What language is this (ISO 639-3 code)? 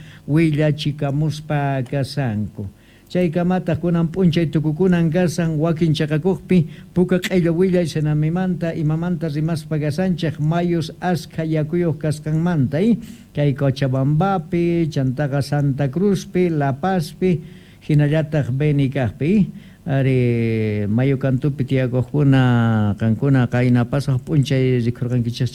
que